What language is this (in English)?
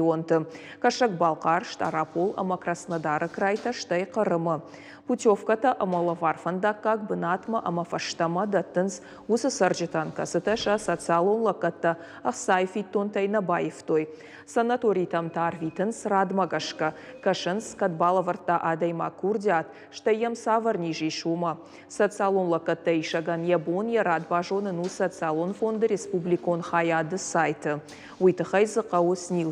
Ossetic